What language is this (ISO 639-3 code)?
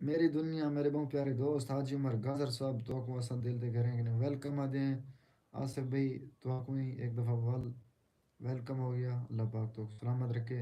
skr